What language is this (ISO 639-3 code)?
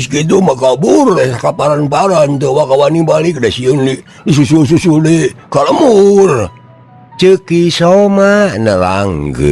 sun